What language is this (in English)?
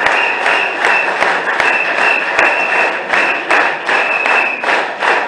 Spanish